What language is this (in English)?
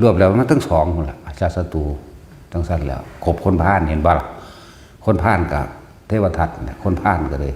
Northeastern Thai